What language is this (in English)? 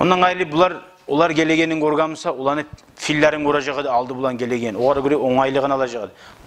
Kumyk